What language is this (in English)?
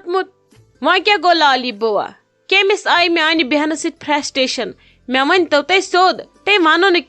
Kashmiri